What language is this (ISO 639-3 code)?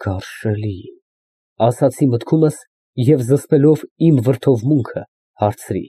hye